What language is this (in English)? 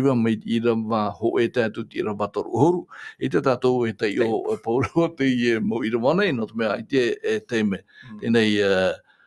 Tahitian